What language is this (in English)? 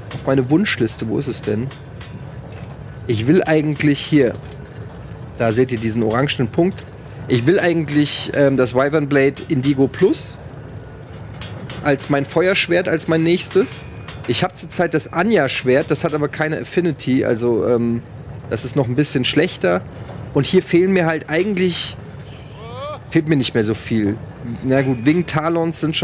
German